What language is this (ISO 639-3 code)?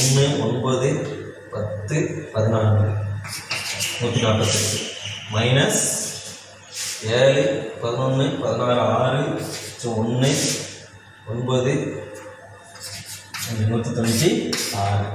tam